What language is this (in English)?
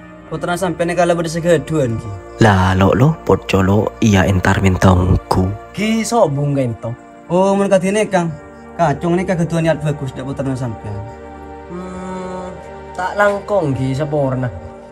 Madurese